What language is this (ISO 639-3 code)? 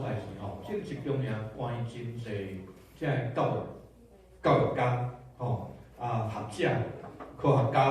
nan